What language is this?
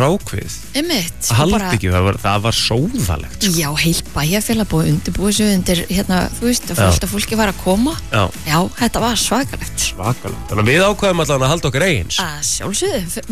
Icelandic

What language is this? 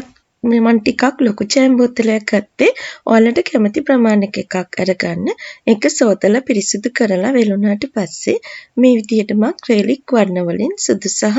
Sinhala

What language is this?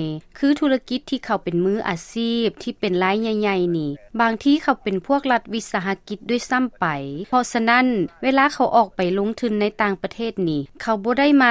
Lao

